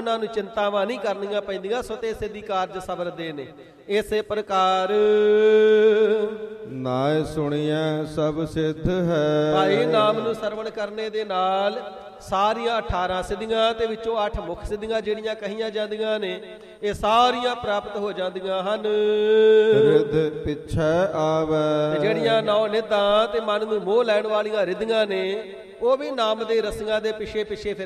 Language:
Punjabi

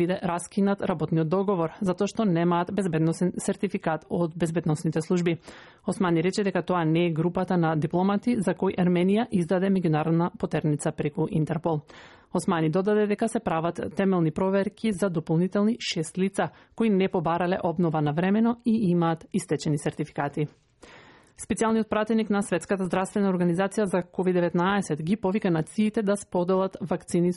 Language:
Macedonian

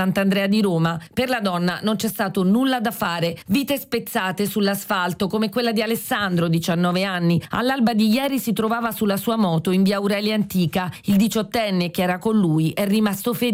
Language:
Italian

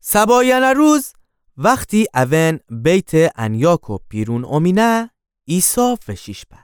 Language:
Gilaki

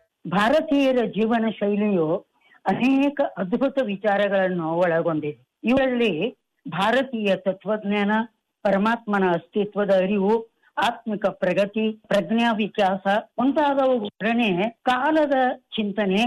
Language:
Kannada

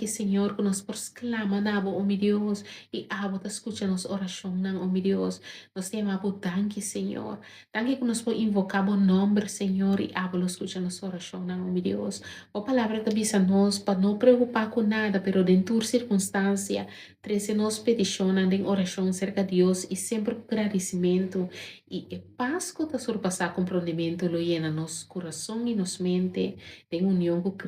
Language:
Papiamento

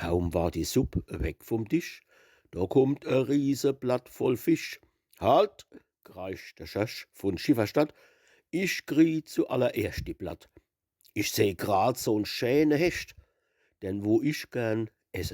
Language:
Palatine German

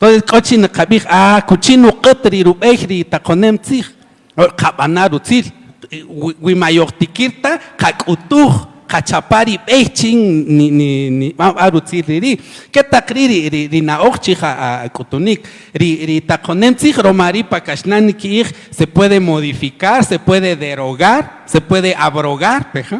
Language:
Kaqchikel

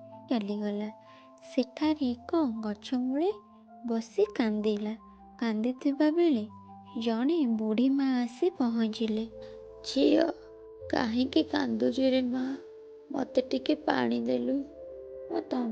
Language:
Odia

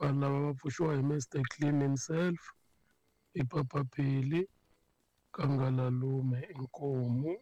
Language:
Tsonga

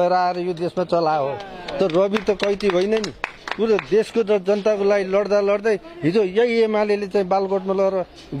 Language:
Nepali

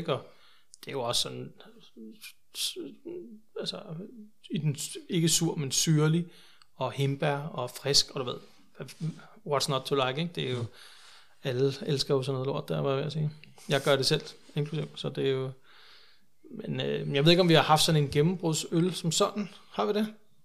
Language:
Danish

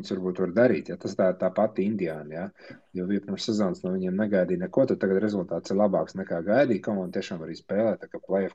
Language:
Latvian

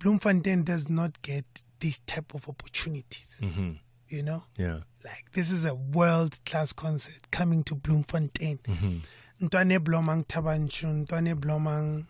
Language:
Tswana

